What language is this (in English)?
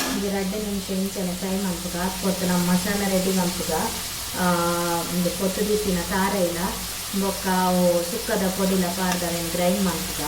Tulu